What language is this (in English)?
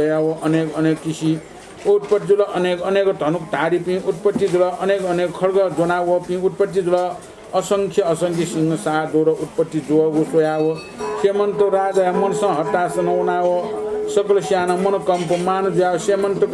Newari